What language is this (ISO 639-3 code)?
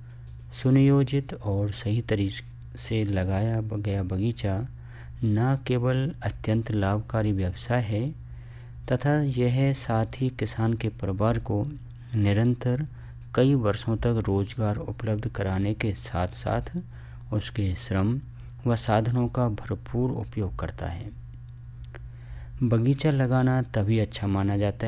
hin